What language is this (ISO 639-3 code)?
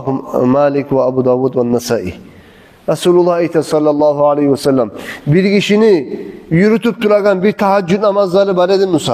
kum